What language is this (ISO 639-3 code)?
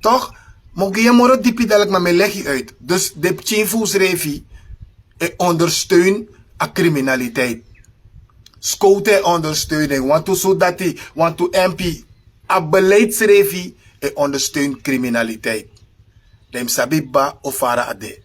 srn